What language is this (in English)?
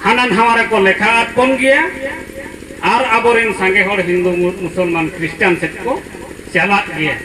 Santali